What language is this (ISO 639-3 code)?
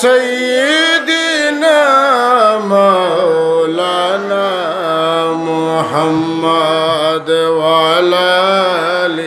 syl